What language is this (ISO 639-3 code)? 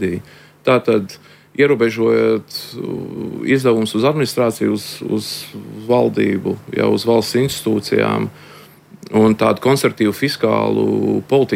lav